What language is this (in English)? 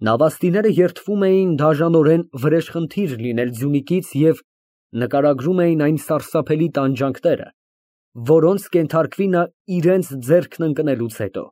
Armenian